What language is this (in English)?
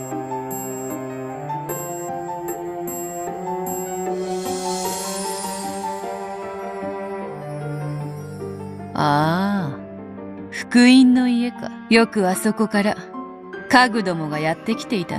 Japanese